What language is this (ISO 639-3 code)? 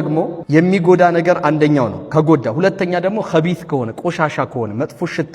amh